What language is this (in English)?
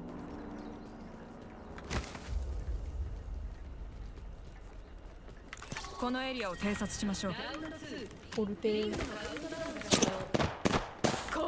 Japanese